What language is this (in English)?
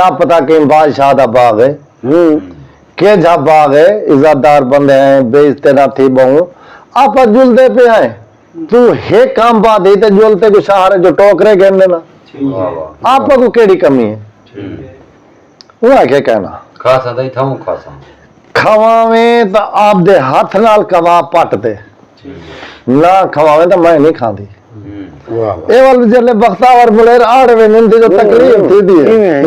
Saraiki